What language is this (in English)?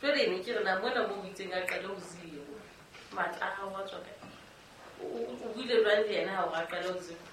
Southern Sotho